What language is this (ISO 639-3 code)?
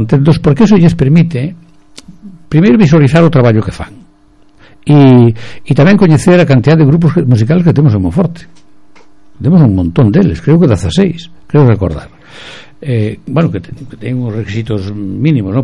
glg